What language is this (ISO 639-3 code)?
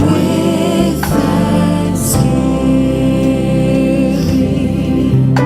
smo